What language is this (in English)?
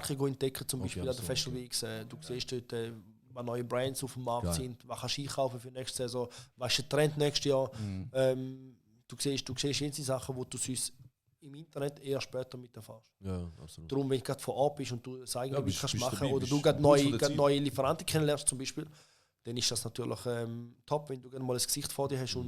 Swiss German